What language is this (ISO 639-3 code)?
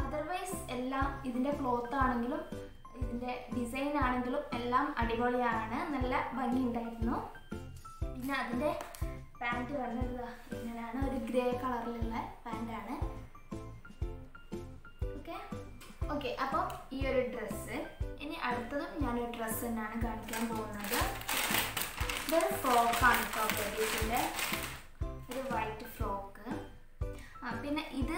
mal